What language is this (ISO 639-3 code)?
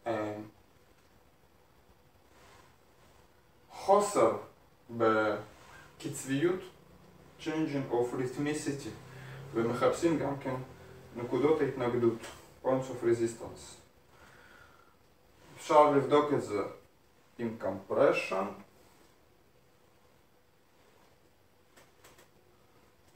heb